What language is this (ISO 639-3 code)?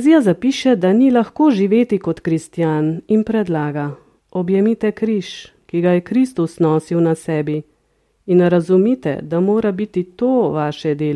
slv